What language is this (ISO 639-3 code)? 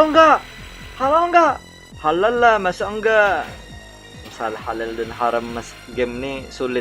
bjn